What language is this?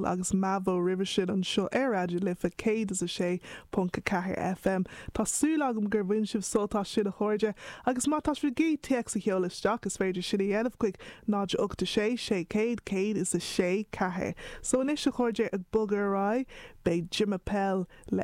Irish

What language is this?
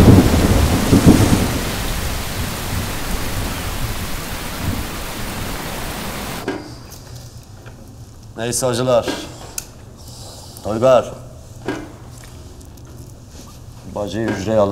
Turkish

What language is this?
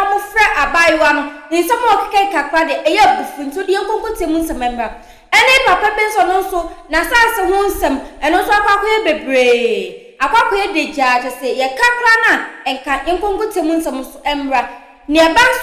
Akan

